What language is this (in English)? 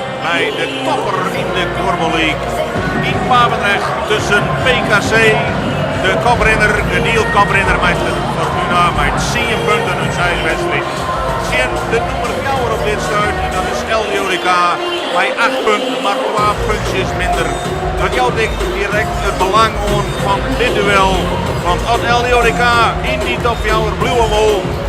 Western Frisian